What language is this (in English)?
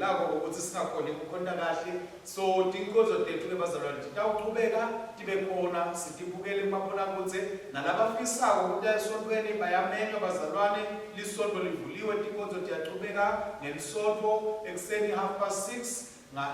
Swati